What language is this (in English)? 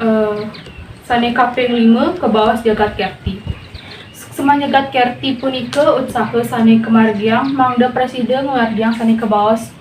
Balinese